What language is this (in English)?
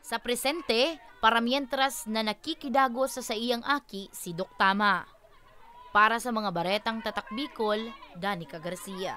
Bikol